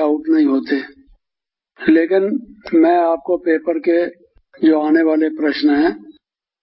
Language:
Hindi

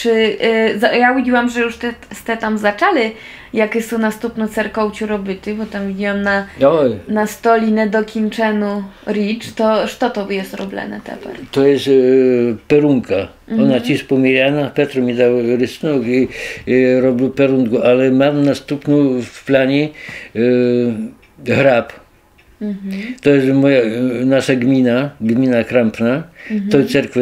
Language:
Rusyn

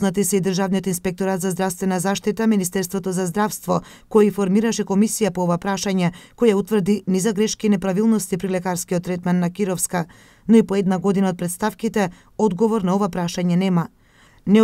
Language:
Macedonian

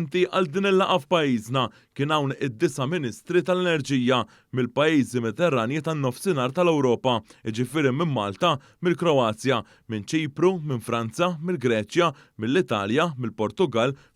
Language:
Maltese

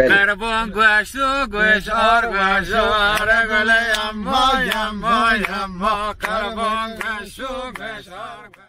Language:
Zaza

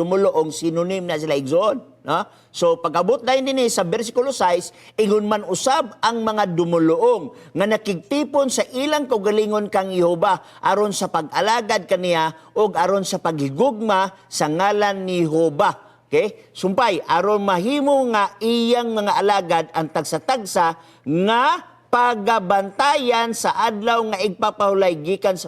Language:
Cebuano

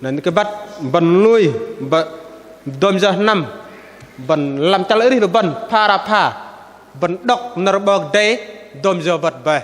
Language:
Bahnar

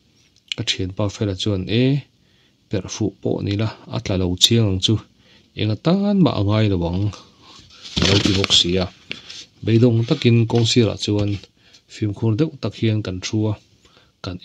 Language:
Mizo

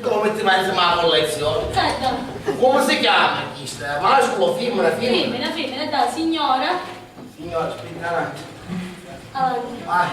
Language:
Sicilian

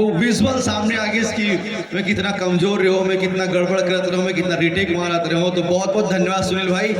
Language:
Chhattisgarhi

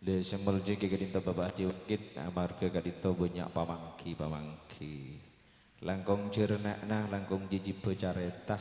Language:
Madurese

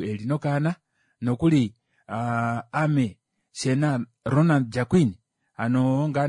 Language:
Kuanyama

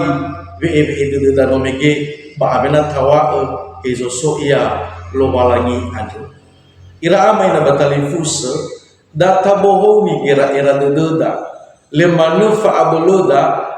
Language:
Nias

